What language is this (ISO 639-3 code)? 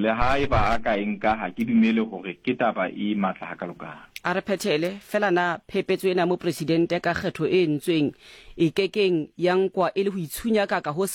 sot